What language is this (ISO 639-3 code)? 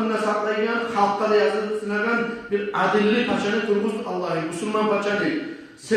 kum